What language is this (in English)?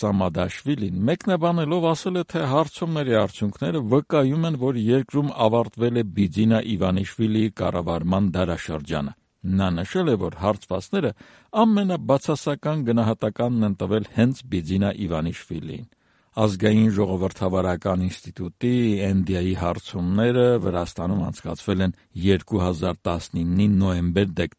Armenian